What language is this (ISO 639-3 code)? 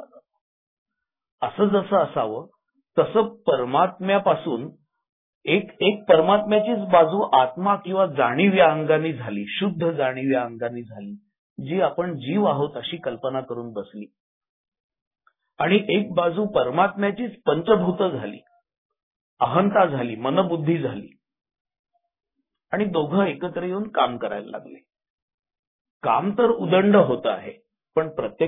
mar